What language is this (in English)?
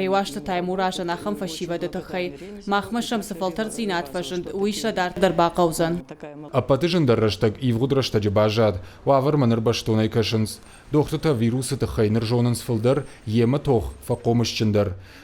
Ossetic